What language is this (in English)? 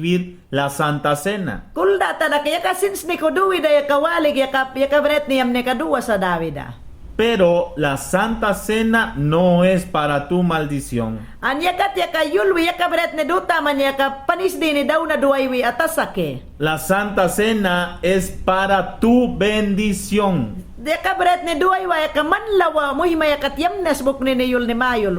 Mayangna